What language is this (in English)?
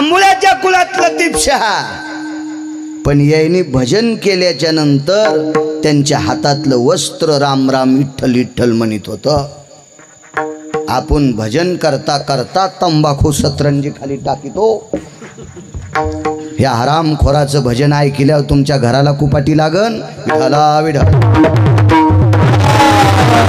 Marathi